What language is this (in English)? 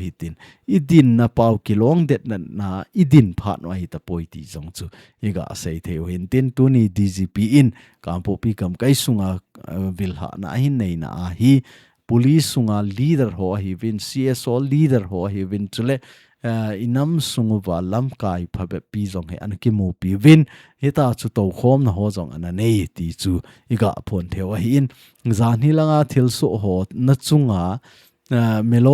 Thado Chin